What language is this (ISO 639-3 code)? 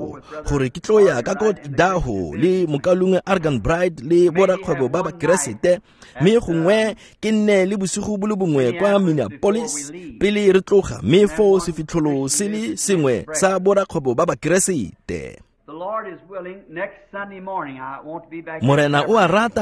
tsn